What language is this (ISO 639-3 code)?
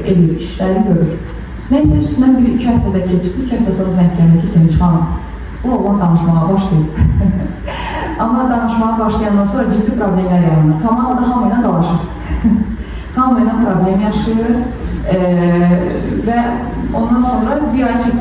aze